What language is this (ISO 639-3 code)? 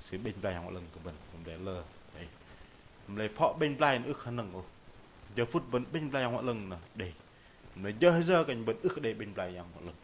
bdq